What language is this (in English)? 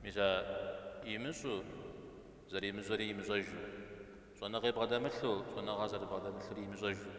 Kabardian